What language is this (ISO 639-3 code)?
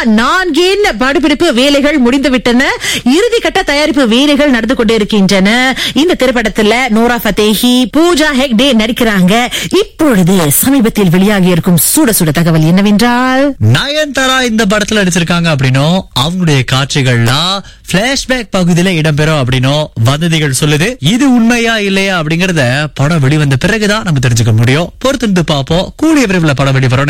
tam